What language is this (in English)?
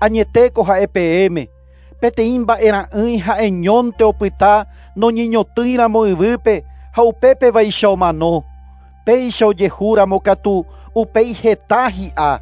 Guarani